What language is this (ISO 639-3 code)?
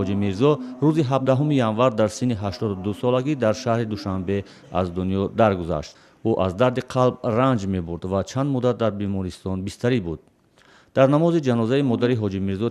tgk